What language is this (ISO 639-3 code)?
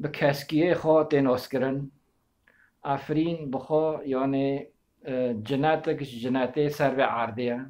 kur